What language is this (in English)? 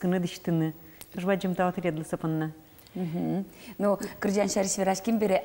Udmurt